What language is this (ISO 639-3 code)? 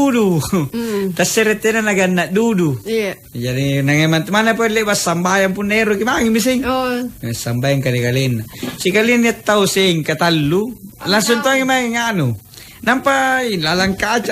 mak